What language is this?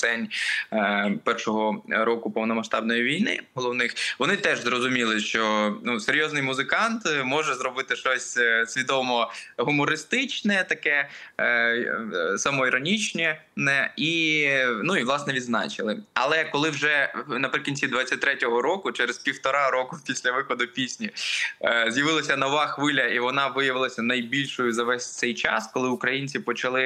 Ukrainian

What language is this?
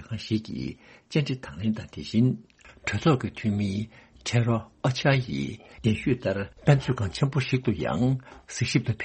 Tibetan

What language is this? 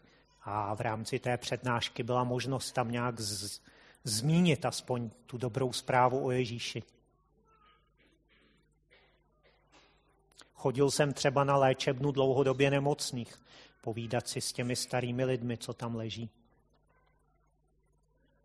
Czech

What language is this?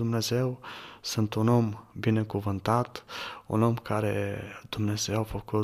Romanian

